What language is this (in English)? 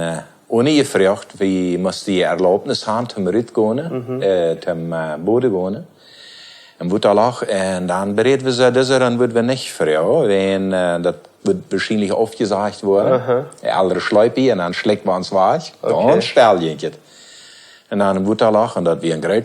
Plautdietsch